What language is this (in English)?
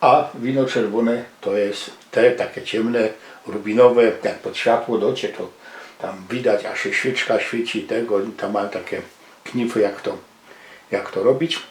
Silesian